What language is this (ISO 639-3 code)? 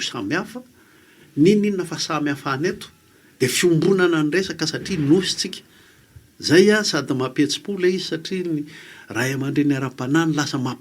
mlg